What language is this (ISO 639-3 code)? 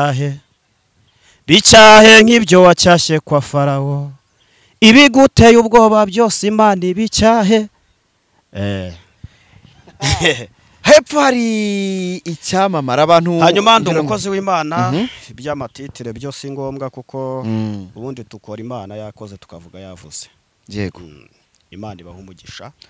kin